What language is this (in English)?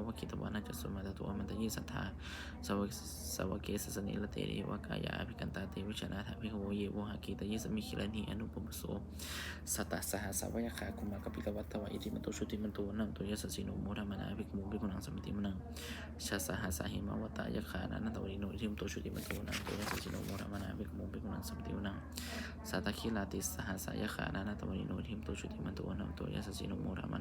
Pali